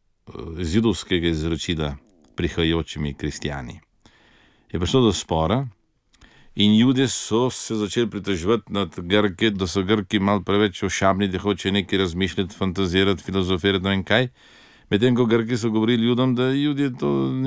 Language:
Slovenian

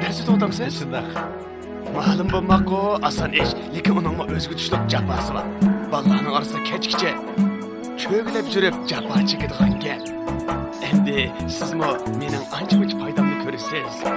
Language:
Uyghur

